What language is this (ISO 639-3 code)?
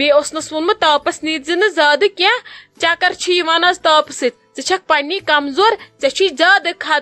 kas